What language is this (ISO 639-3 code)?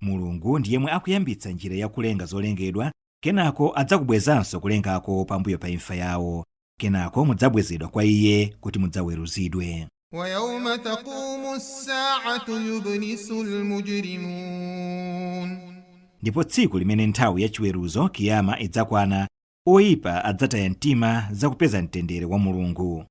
nya